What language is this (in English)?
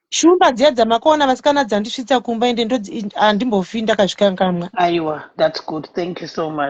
Shona